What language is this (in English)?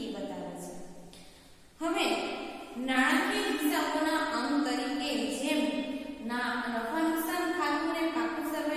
Gujarati